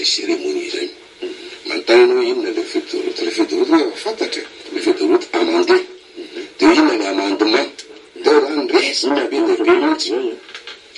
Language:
Malagasy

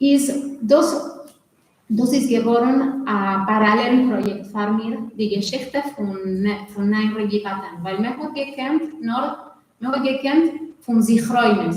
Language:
Yiddish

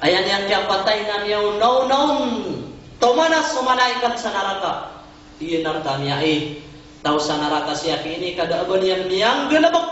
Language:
Maranao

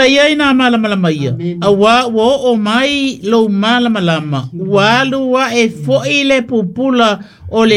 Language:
Samoan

